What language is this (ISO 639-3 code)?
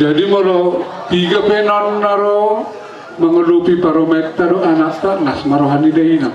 bbc